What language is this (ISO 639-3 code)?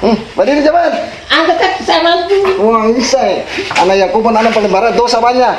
abs